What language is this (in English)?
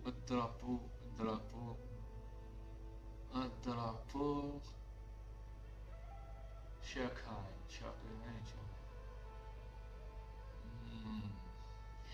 Algerian Arabic